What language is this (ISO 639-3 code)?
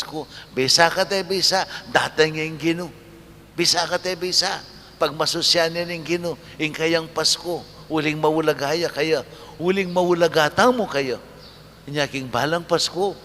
pam